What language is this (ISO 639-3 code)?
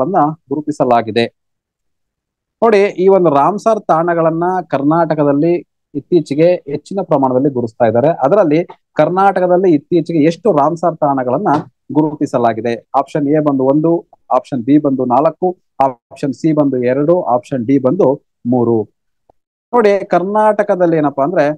kan